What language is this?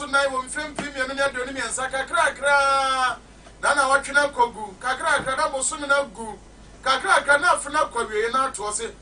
Akan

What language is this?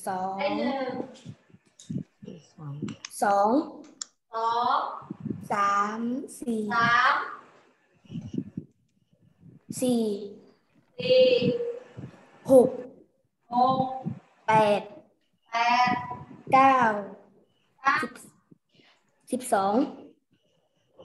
Thai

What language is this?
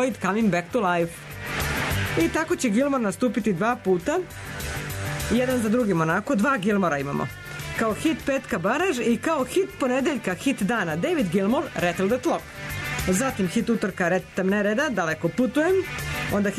Serbian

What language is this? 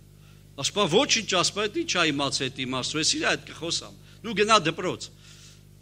Armenian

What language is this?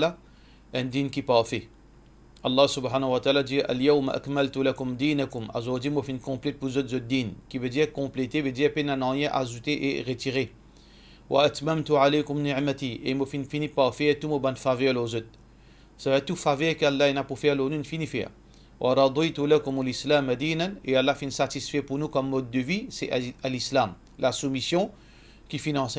Morisyen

